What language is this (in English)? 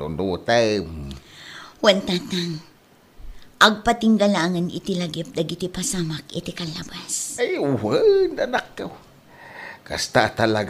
Iloko